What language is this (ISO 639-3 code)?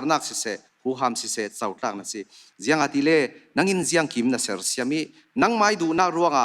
cfm